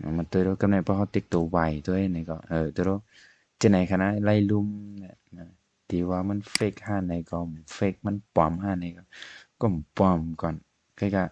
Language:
Shan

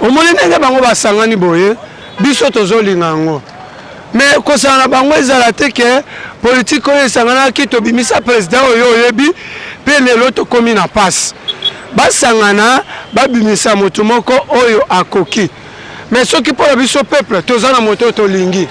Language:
Lingala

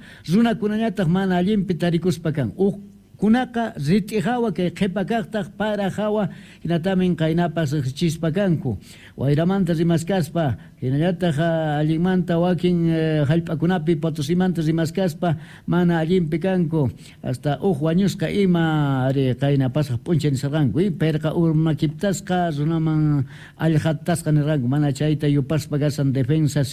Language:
South Bolivian Quechua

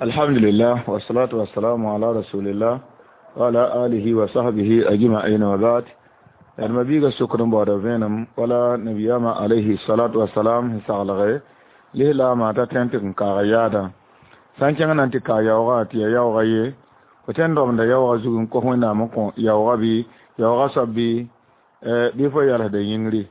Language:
Mossi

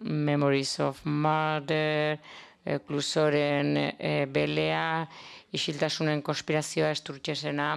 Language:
Basque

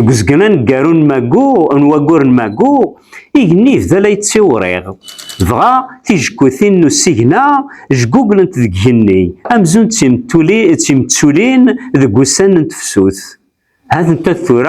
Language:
Kabyle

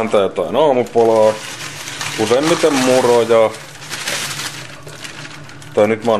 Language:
Finnish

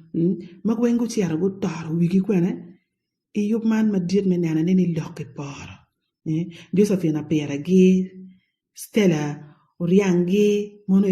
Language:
Acoli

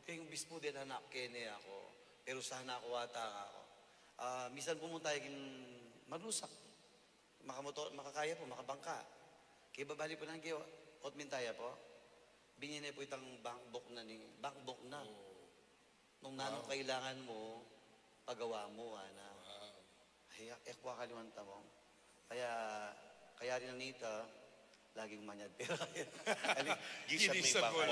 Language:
Pampanga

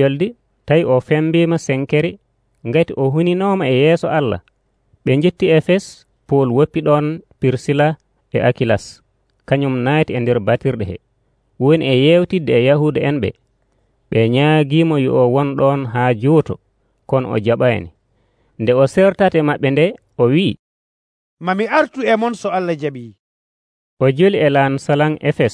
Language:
Nigerian Fulfulde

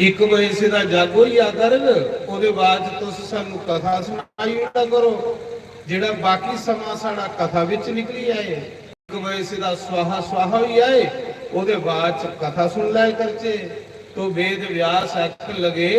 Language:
Dogri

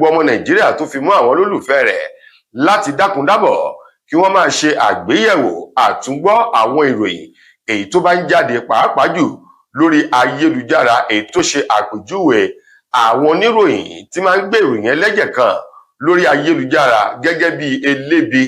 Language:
Yoruba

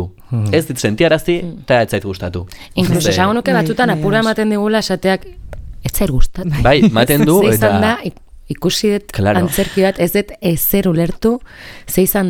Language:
Basque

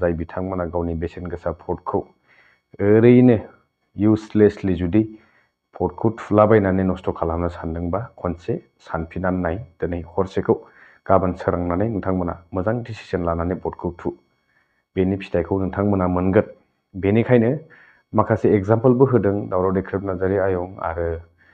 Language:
Bodo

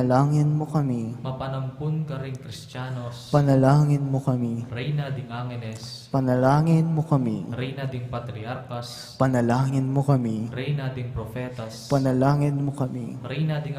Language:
Pampanga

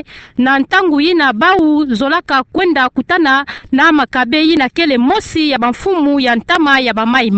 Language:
Kituba (Democratic Republic of Congo)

